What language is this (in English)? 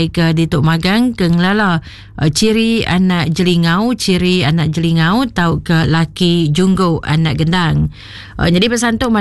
Iban